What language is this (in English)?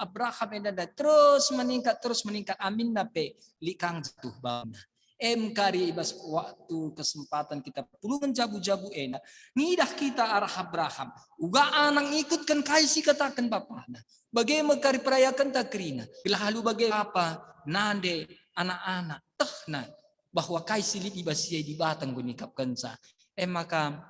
Batak Karo